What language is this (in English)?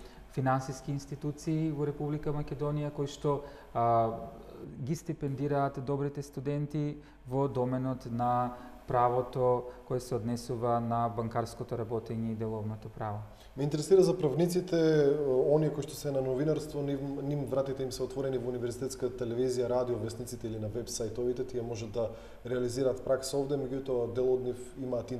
Macedonian